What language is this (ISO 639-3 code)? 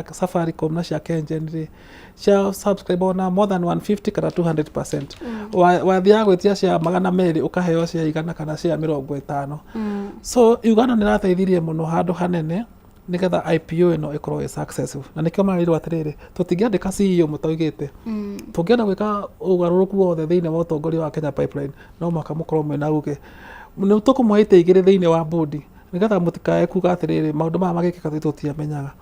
kik